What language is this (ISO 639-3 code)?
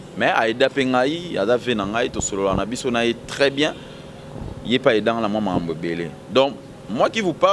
lin